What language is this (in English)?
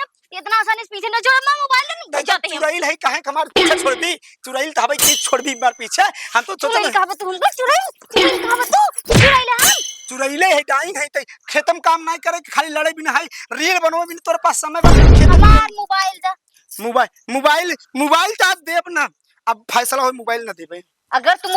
Awadhi